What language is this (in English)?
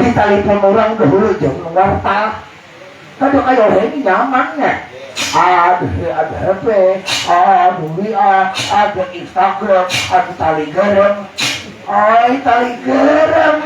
Banjar